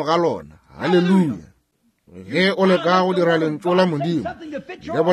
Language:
Northern Sotho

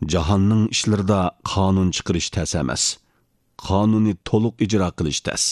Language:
Uyghur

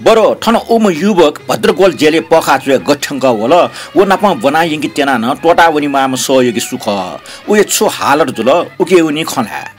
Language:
Newari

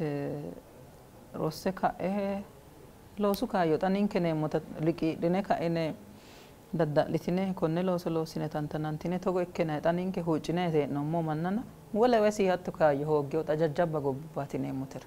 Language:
Sidamo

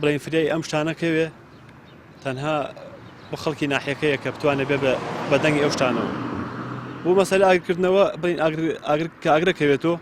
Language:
Central Kurdish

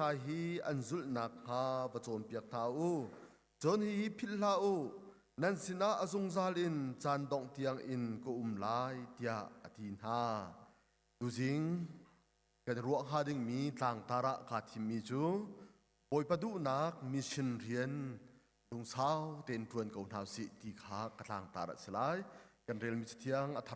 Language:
Hakha Chin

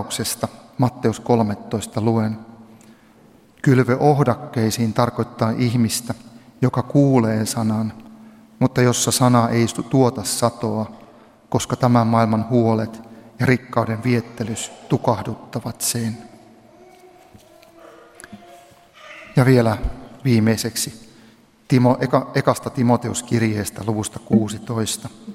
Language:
Finnish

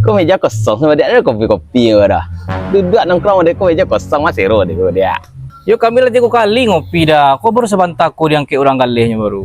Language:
Minangkabau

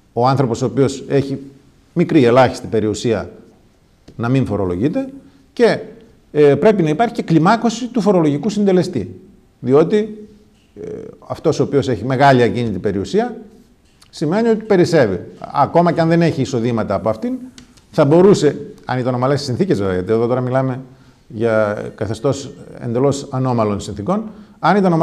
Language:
Greek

